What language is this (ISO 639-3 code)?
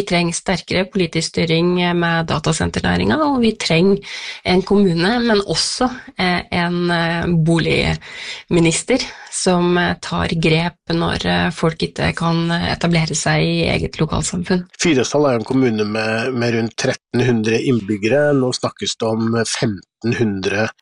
nor